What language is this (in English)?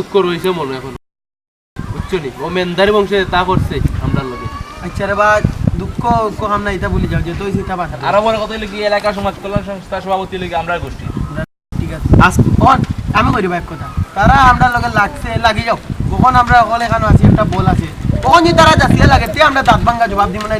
Sylheti